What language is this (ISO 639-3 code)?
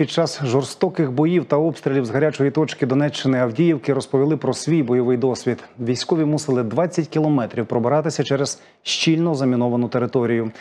ukr